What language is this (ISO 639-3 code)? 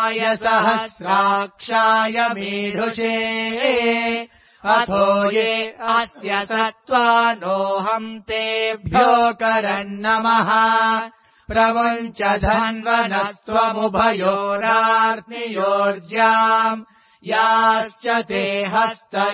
san